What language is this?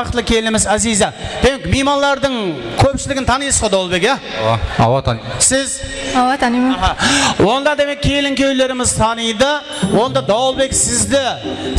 Kara-Kalpak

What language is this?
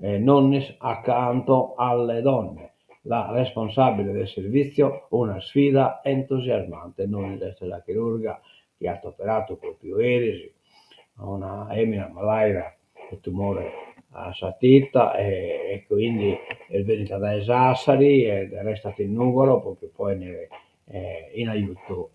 Sardinian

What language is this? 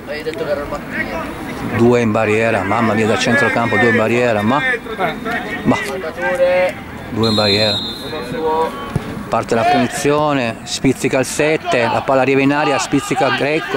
Italian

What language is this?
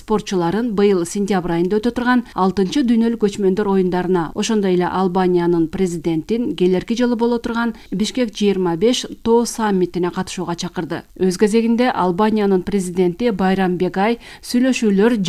Kyrgyz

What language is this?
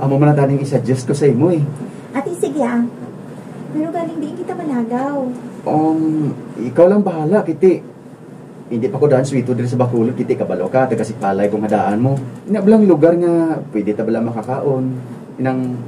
Hiligaynon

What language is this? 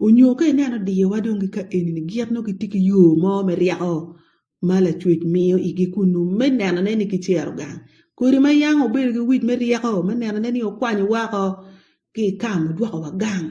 Acoli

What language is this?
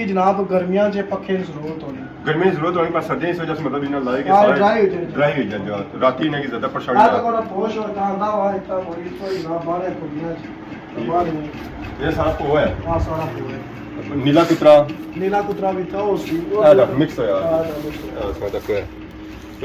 Pahari-Potwari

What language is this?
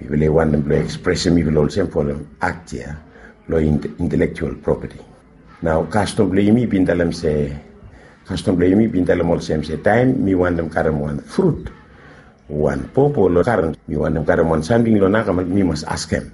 Bislama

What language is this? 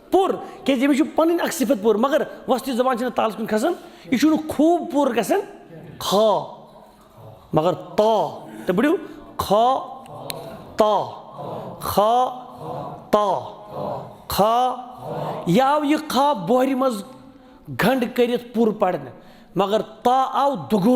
Kashmiri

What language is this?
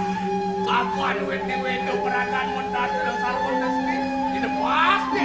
Balinese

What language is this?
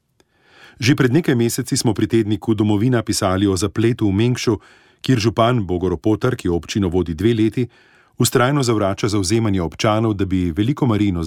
Slovenian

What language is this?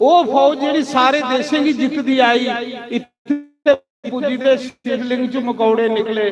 Dogri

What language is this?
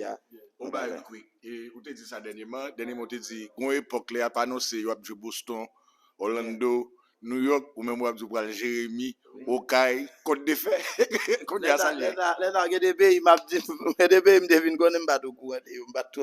Haitian Creole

